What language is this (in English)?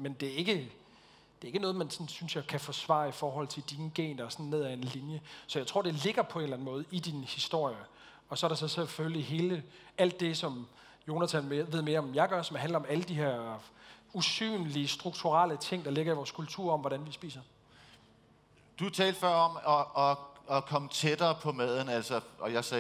Danish